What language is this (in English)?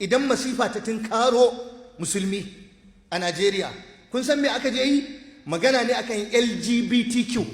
Hausa